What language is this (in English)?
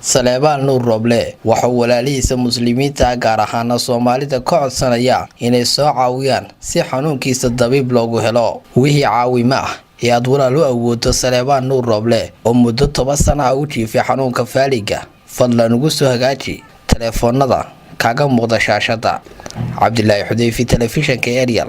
Somali